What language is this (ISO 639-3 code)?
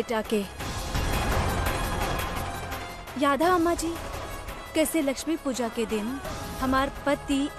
bho